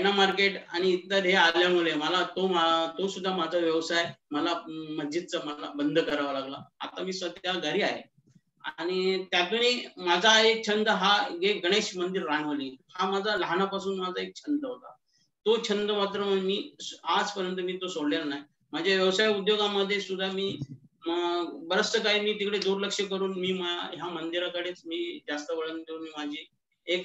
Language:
Marathi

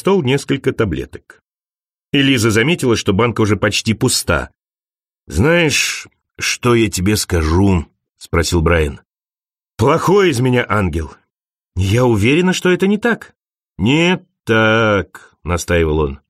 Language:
Russian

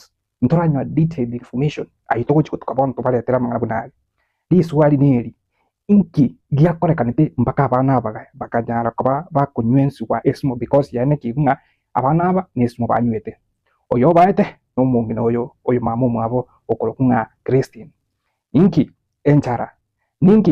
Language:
Gusii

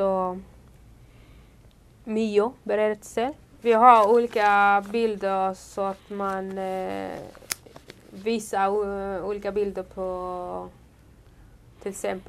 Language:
Swedish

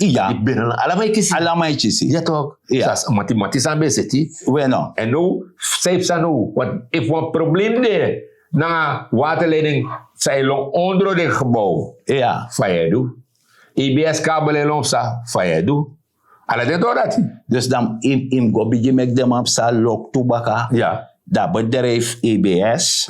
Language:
Sranan Tongo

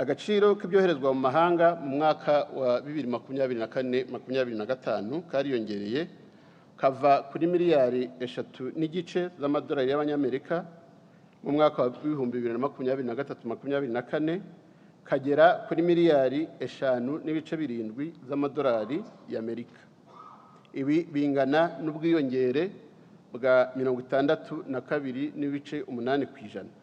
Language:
Kinyarwanda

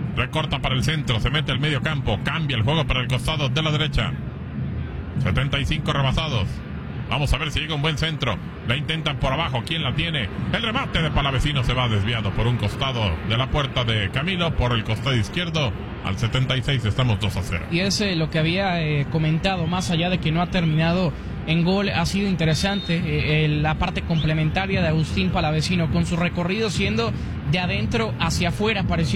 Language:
Spanish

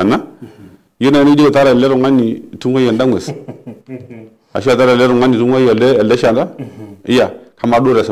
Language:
Masai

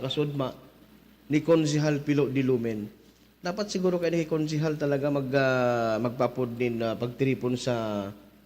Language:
Bikol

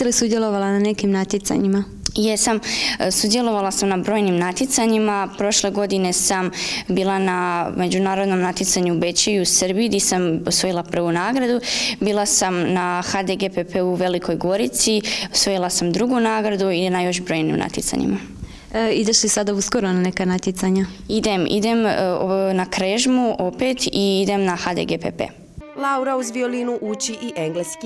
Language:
Croatian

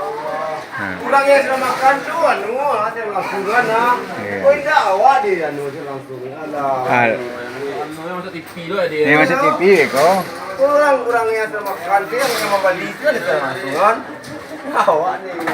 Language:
Minangkabau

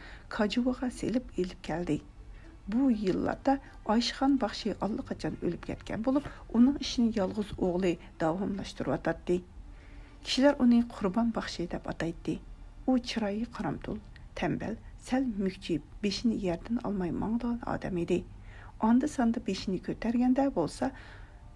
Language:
Uyghur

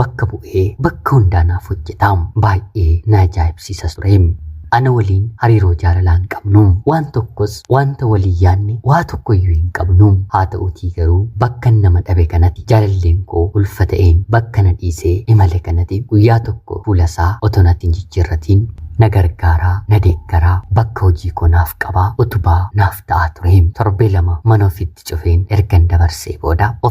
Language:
Oromo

